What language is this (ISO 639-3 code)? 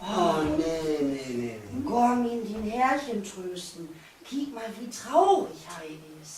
nds